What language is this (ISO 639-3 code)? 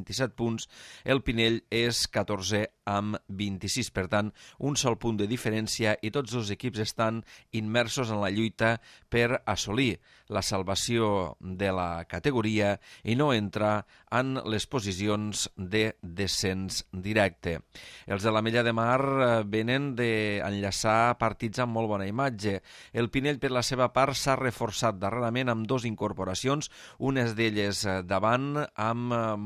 cat